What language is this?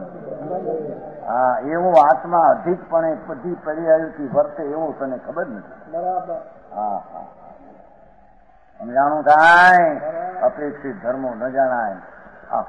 Gujarati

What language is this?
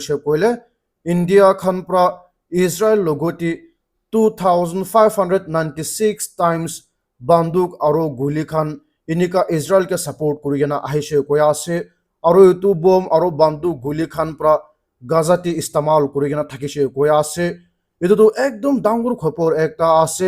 Naga Pidgin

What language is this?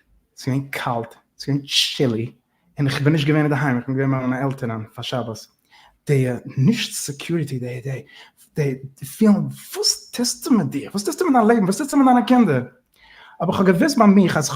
Yiddish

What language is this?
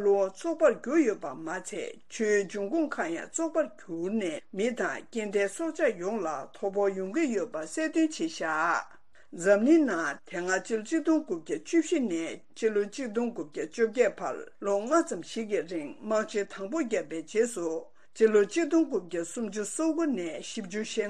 Tibetan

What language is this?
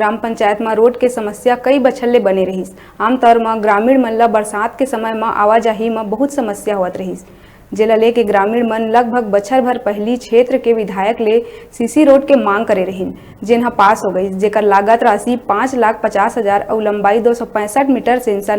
Chhattisgarhi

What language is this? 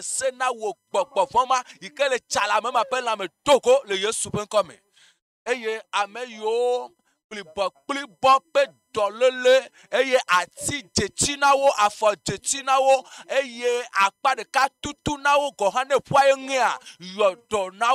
Ewe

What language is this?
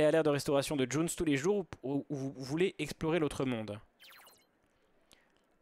French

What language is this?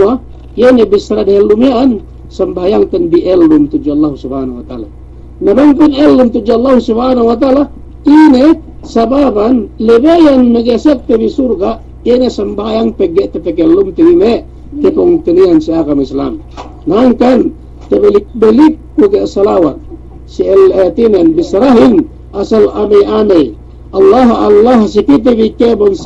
Yakan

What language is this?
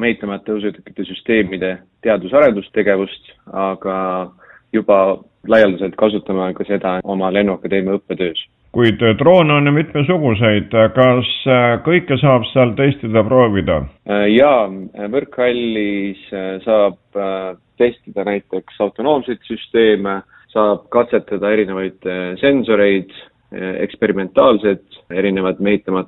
Estonian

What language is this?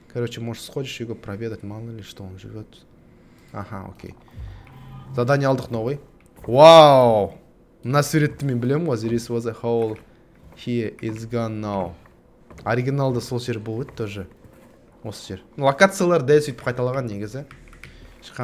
Kazakh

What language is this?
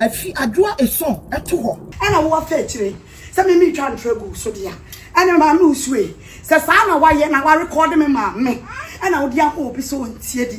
Akan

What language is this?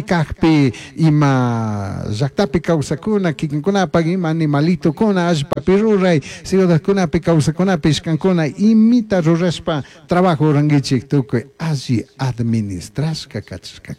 Chimborazo Highland Quichua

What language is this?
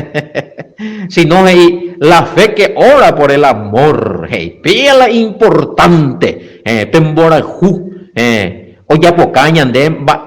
Guarani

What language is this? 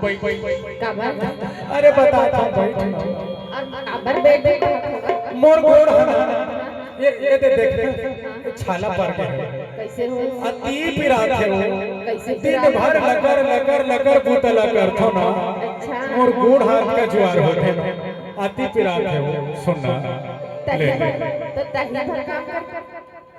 Chhattisgarhi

